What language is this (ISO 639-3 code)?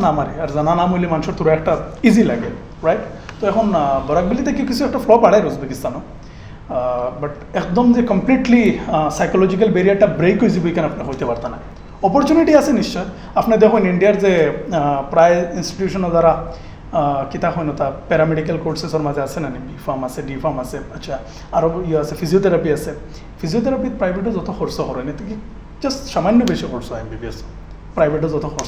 syl